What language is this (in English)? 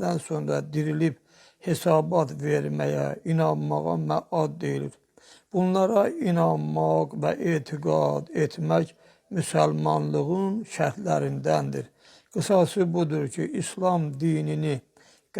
Azerbaijani